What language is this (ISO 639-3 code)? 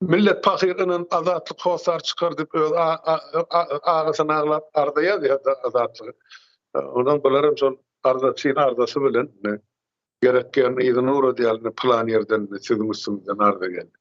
tuk